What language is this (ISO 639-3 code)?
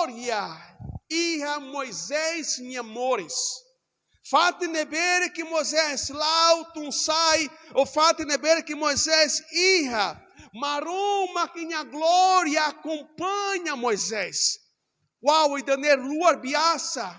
tet